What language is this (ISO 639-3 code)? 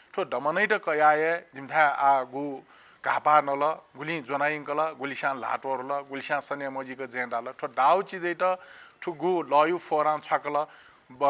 new